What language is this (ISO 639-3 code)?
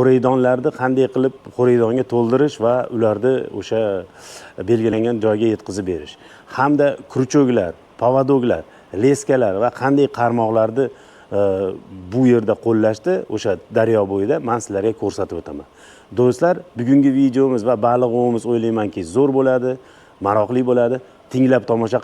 uzb